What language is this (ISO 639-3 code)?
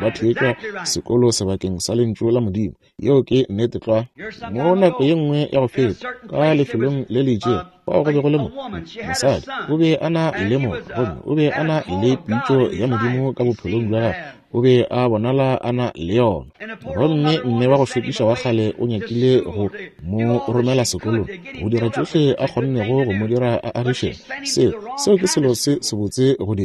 nso